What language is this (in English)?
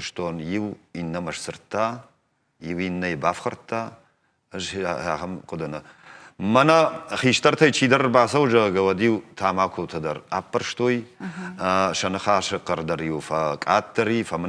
Ossetic